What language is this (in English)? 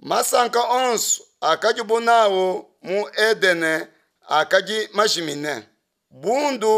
Luba-Lulua